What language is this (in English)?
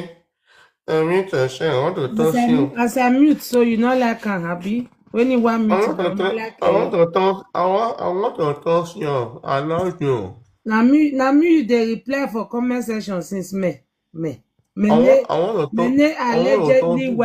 Nigerian Pidgin